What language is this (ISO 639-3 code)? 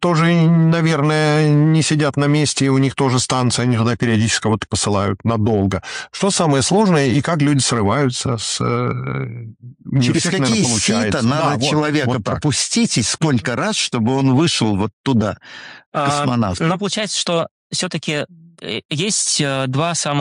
rus